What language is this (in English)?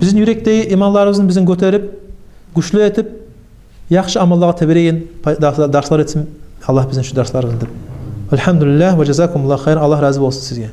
Kumyk